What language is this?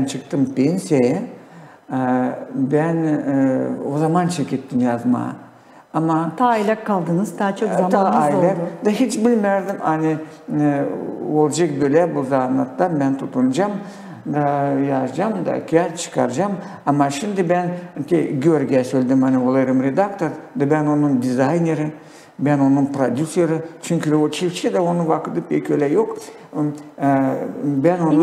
Gagauz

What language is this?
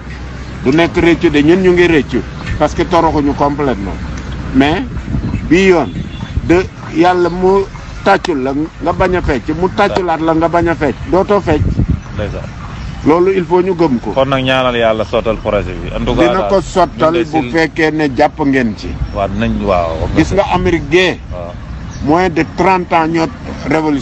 Wolof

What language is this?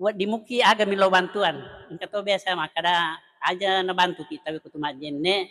Buginese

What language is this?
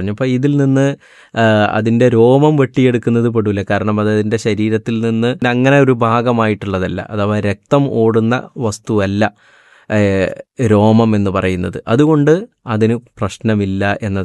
Malayalam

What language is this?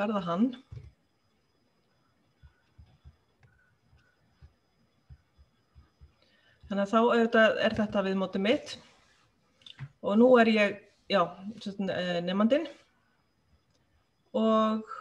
Icelandic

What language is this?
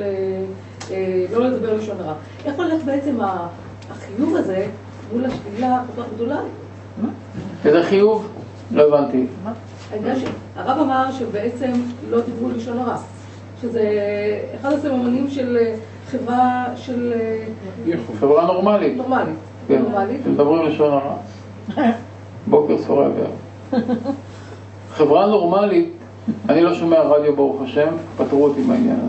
Hebrew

